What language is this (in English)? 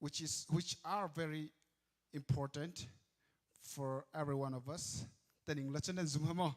Hakha Chin